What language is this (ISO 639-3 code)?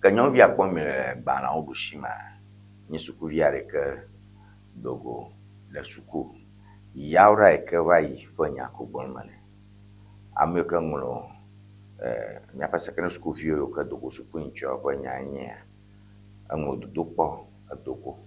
ewe